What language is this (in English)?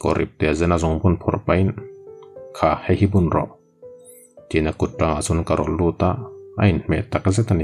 Mizo